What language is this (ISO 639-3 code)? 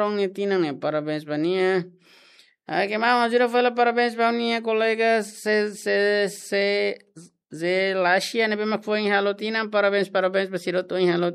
tet